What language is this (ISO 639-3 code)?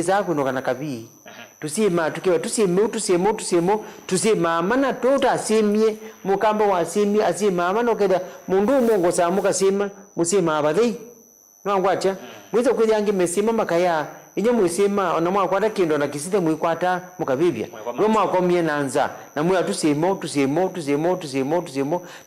kam